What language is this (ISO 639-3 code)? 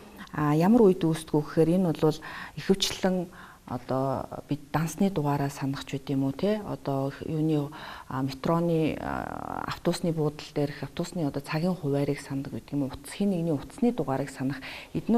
mon